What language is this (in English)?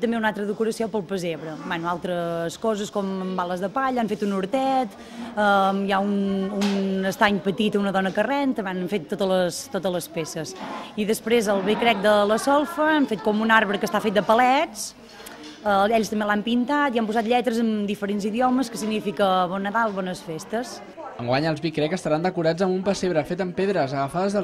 Catalan